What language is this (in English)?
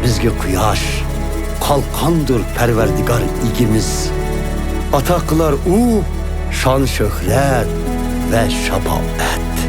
Uyghur